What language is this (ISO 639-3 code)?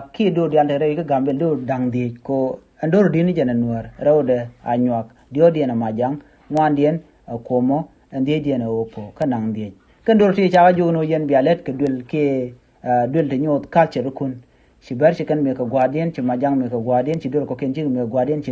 nus